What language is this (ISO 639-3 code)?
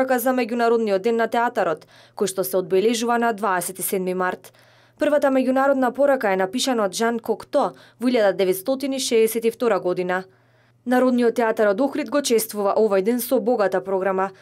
mkd